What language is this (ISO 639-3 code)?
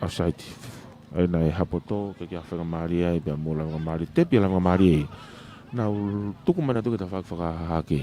ton